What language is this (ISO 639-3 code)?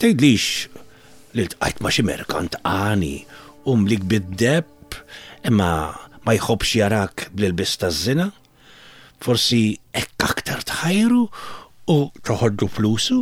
mlt